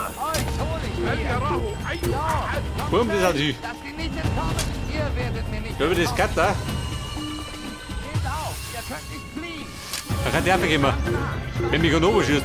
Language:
Bavarian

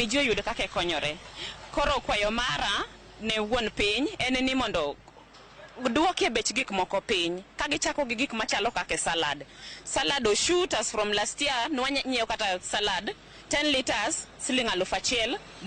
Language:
Luo (Kenya and Tanzania)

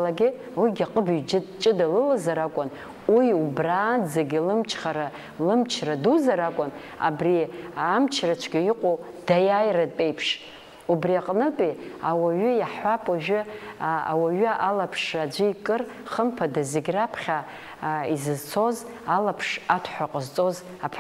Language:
Abkhazian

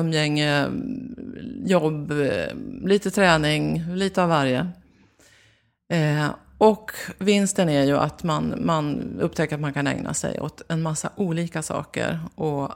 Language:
Swedish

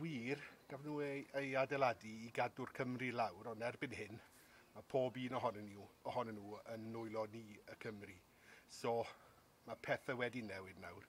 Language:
Welsh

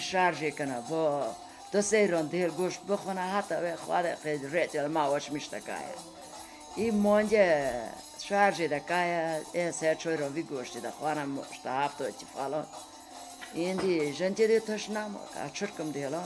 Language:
Kurdish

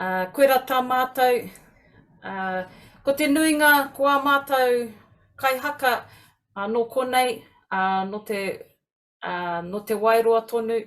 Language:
Māori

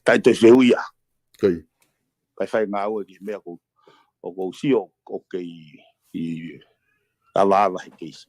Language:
Tongan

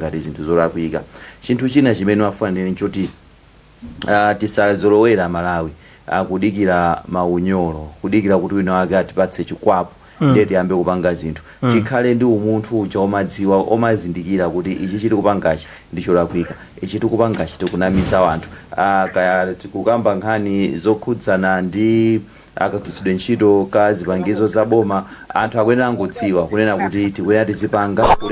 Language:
Nyanja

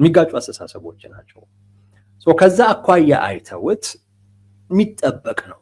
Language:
Amharic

